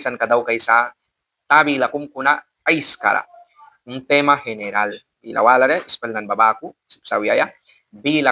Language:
Mískito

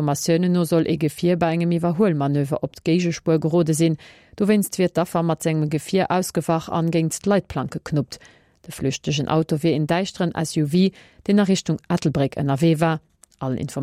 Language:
Luxembourgish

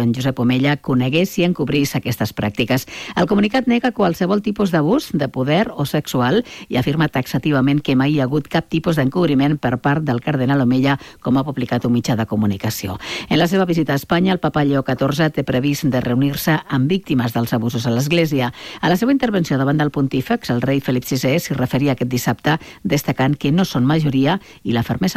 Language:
Catalan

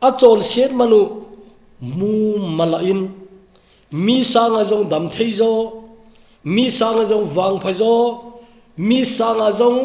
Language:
Thado Chin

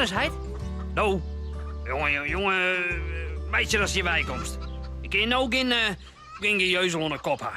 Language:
Western Frisian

